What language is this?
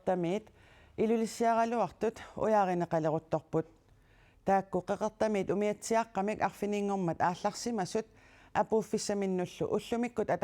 Kalaallisut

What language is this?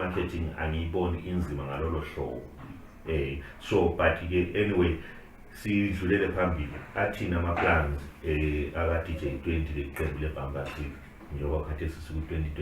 Zulu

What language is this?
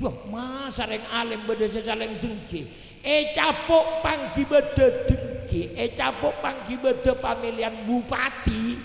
Madurese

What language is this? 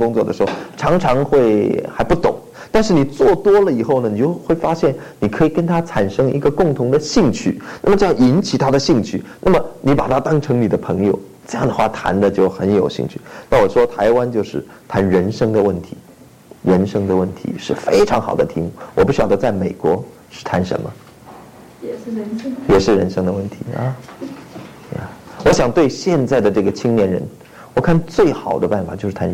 Chinese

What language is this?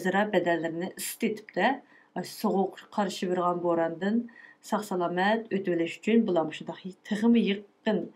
Uyghur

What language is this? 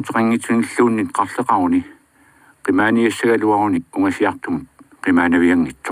Kalaallisut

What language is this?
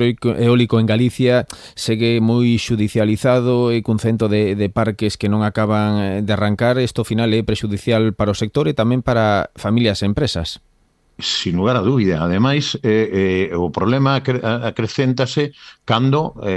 Galician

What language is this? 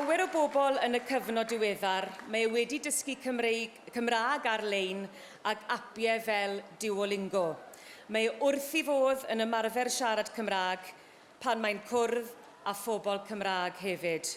Welsh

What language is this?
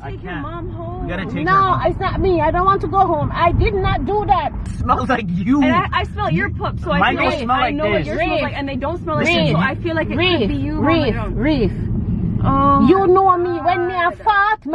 Jamaican Creole English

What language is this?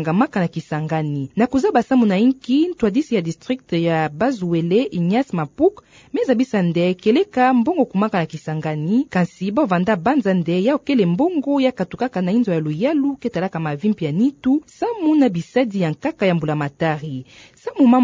Kituba (Democratic Republic of Congo)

